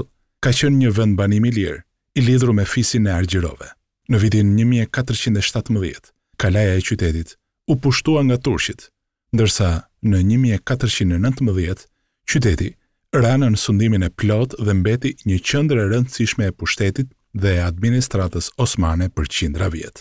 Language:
Albanian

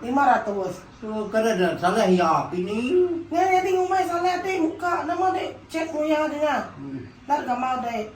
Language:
Iban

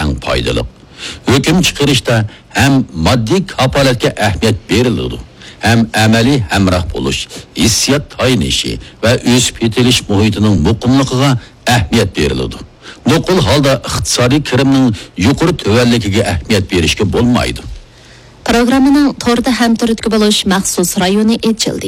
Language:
Uyghur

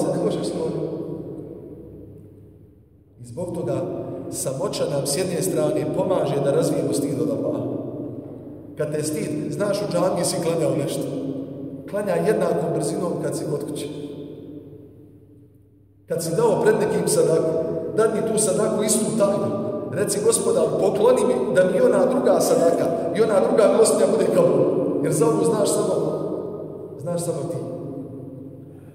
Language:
Bosnian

